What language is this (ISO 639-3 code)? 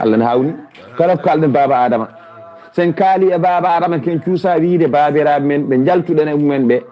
ful